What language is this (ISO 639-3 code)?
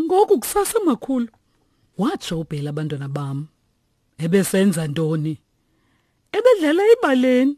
xho